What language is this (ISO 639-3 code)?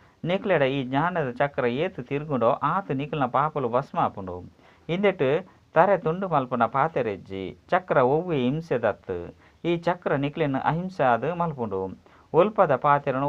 tcy